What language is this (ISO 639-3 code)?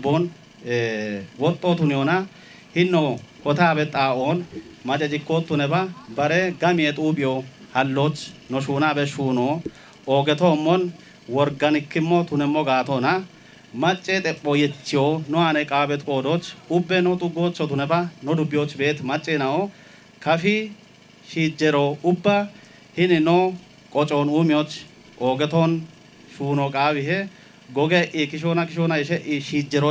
kbr